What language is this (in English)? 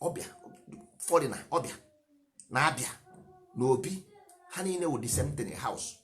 Igbo